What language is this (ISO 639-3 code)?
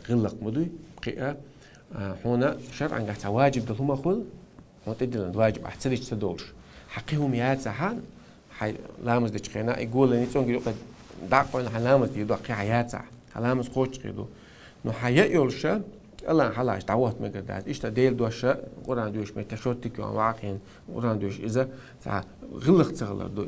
che